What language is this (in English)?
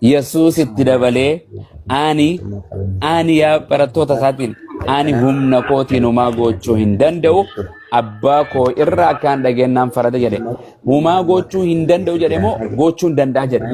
Oromo